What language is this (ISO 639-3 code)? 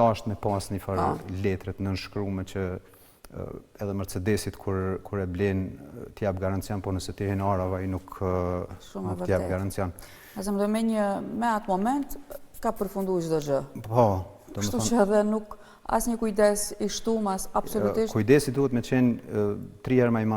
sqi